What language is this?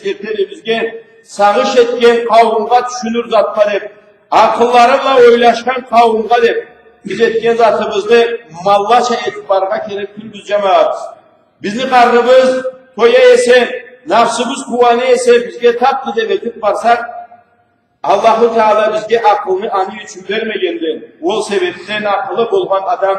Karachay-Balkar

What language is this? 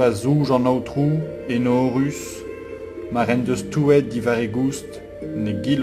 Breton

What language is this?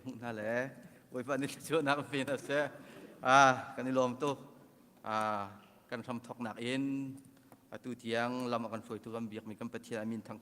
Hakha Chin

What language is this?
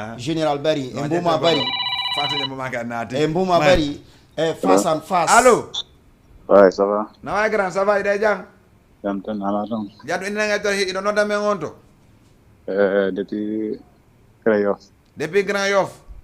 Fula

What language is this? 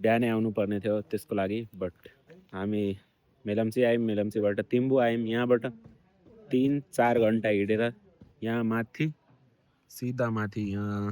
Nepali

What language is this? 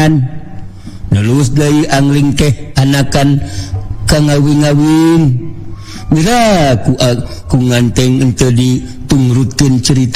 Sundanese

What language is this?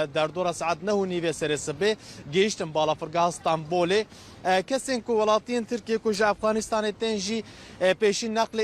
Kurdish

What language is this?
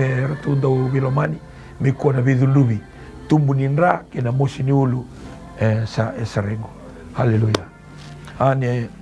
Fijian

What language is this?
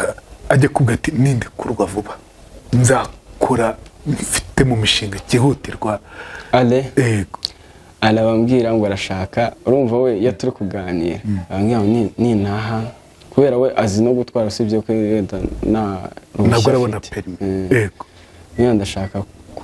Kinyarwanda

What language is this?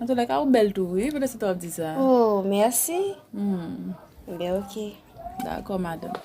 Haitian Creole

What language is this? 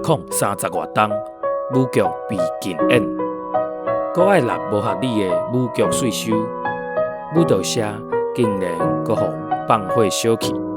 Min Nan Chinese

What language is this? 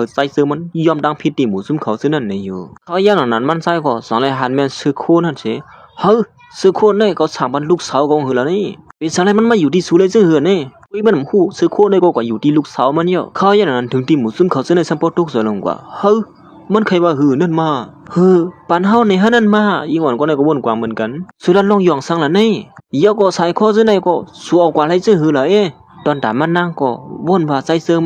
Shan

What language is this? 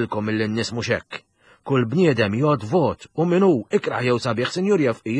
Maltese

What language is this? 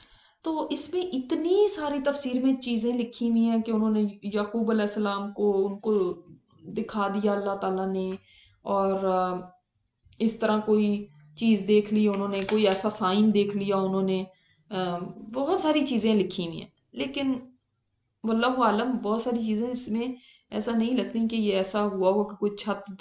Urdu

